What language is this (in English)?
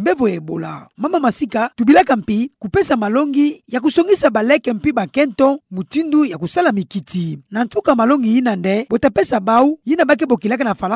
Kituba (Democratic Republic of Congo)